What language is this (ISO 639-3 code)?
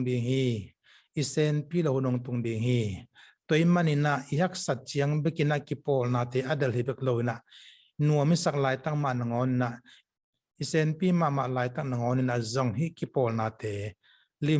ctd